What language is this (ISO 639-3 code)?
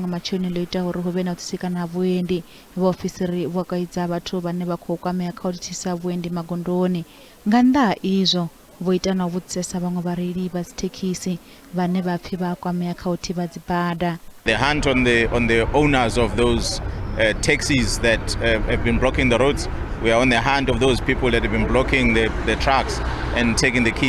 ven